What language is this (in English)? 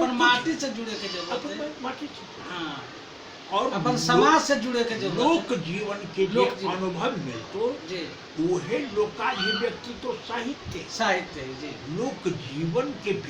Magahi